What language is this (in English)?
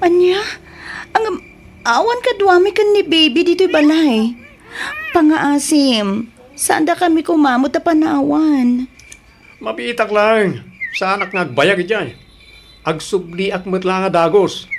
Iloko